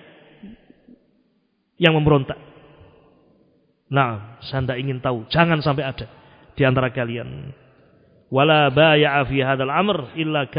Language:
Indonesian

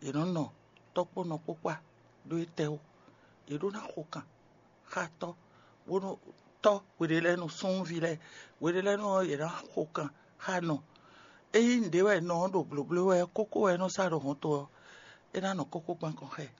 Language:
Fon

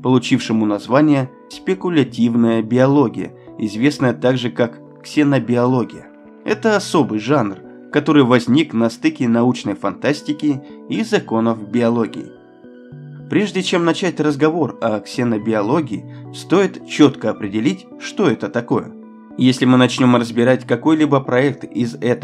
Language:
Russian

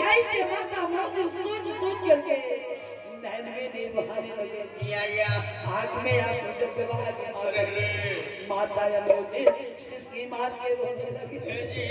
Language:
Chhattisgarhi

